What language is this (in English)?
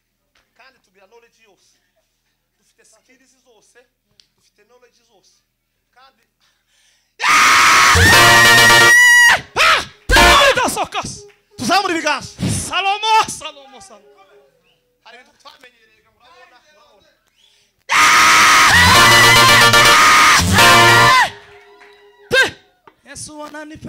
Kinyarwanda